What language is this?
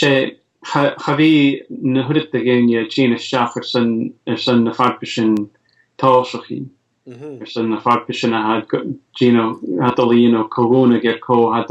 Scottish Gaelic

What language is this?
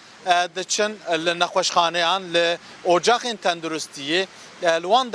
Kurdish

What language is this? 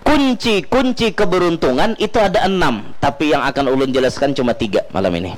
Banjar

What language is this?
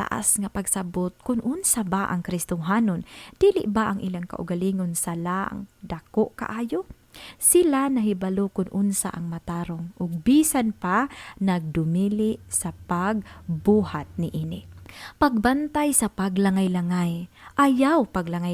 Cebuano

